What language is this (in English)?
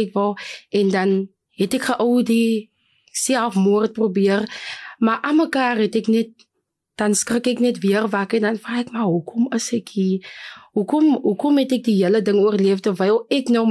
Afrikaans